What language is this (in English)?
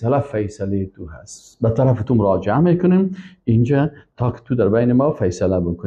Persian